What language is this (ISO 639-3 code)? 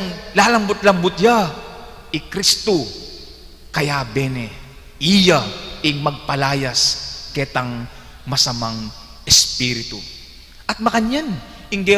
pam